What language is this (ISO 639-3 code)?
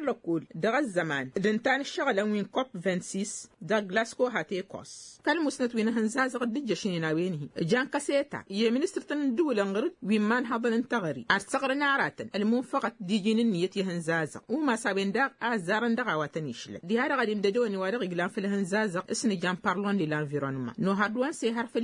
taq